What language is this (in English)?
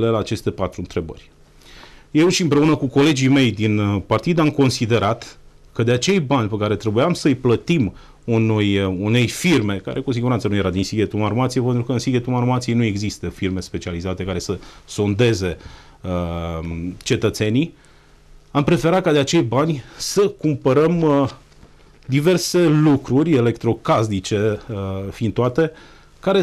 Romanian